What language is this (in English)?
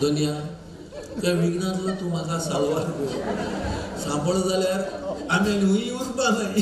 Konkani